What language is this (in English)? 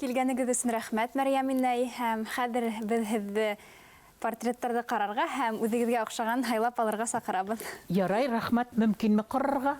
Bashkir